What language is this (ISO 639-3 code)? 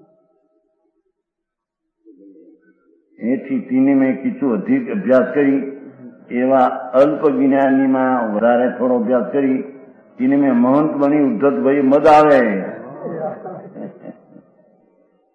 guj